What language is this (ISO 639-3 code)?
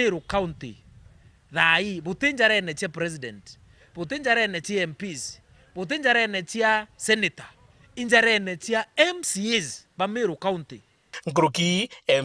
mer